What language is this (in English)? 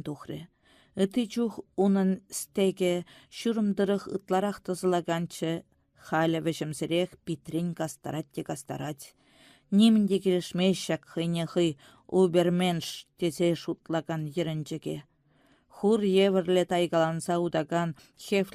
Chuvash